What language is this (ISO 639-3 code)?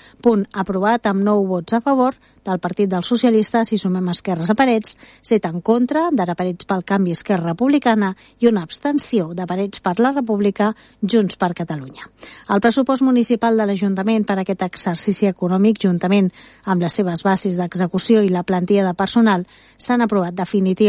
cat